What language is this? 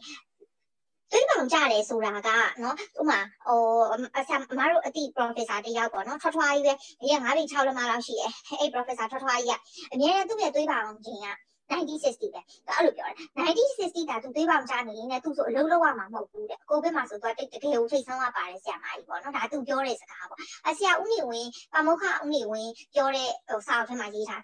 Burmese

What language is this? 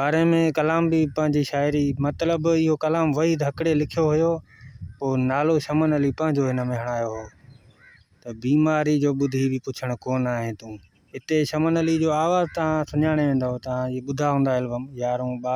Sindhi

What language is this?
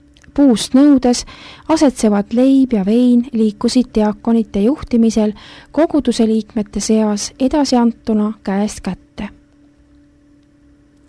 Estonian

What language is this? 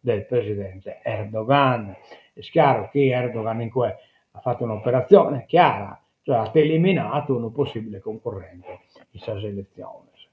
Sardinian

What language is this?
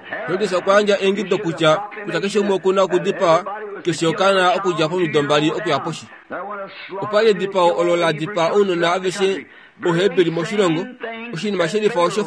Kuanyama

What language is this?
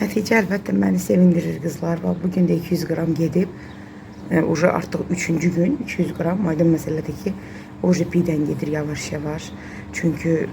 Azerbaijani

